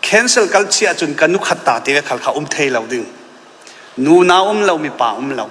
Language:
Falam Chin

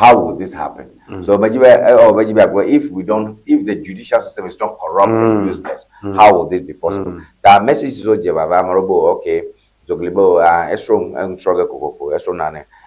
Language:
Ewe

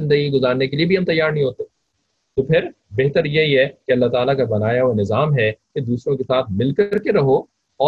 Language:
Urdu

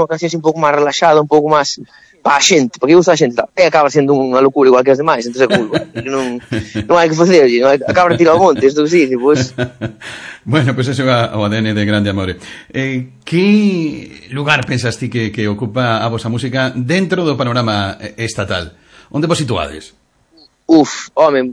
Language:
Galician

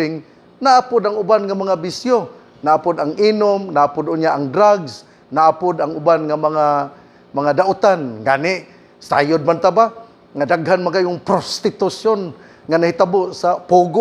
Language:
Cebuano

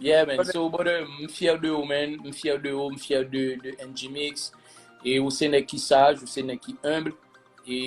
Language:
Haitian Creole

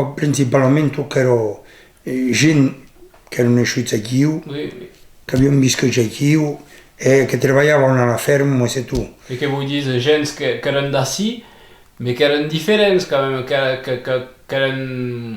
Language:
Occitan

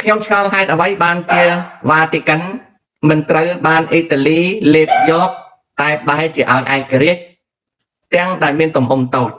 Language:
Khmer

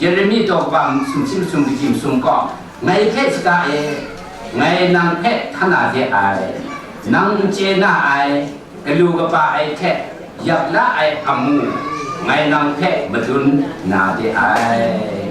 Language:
Kachin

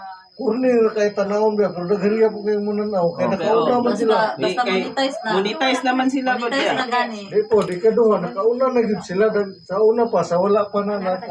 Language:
Cebuano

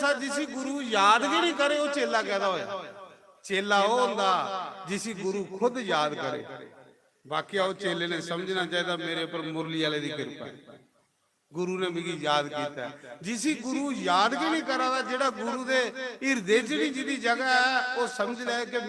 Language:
Dogri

